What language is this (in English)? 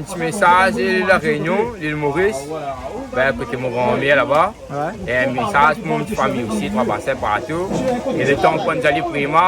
Réunion Creole French